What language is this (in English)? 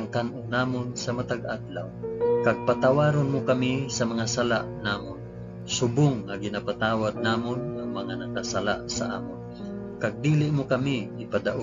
Hiligaynon